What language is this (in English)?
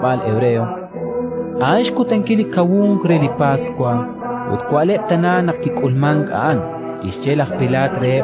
Kekchí